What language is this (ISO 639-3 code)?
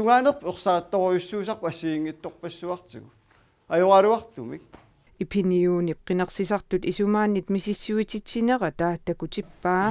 kal